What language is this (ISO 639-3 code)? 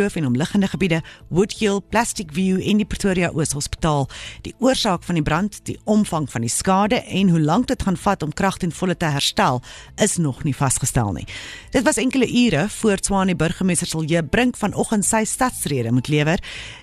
afr